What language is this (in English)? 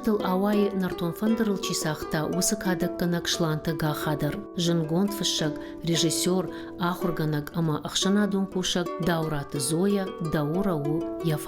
Ossetic